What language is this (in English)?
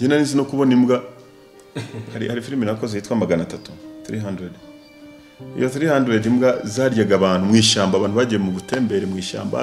Kinyarwanda